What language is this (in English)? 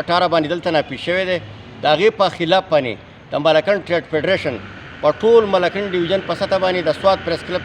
Pashto